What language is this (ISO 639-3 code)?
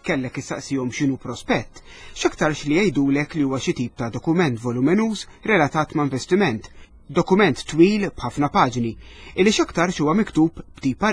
mlt